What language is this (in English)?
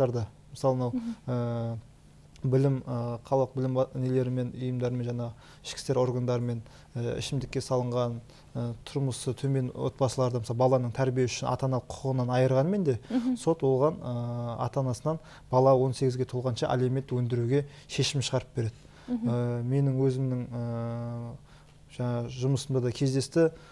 Kazakh